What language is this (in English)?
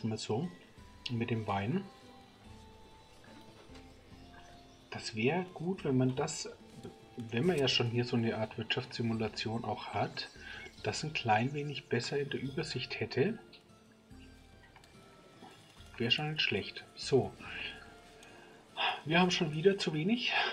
German